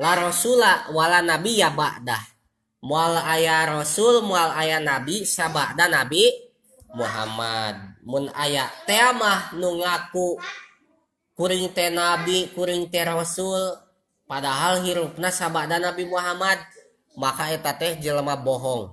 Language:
Sundanese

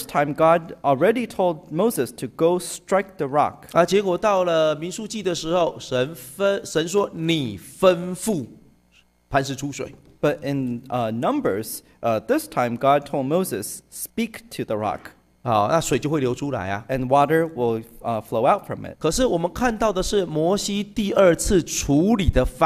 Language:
Chinese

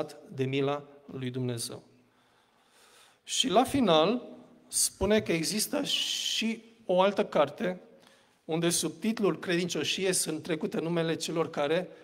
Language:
Romanian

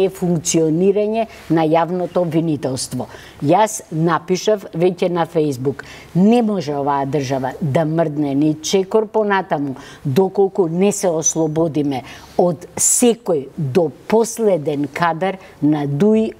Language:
Macedonian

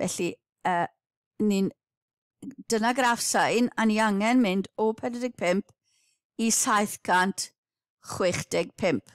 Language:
Welsh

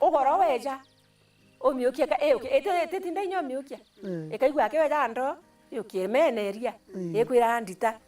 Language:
Meru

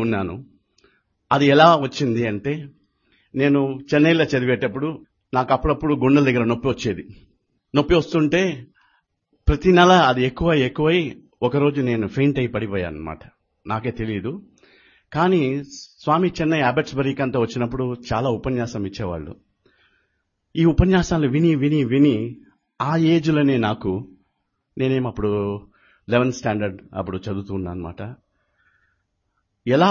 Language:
Telugu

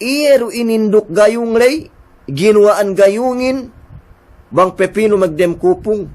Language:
Yakan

